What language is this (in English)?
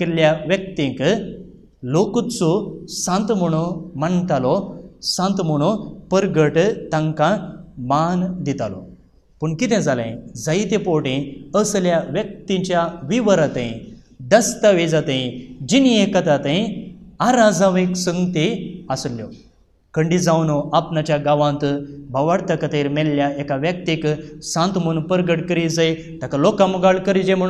Konkani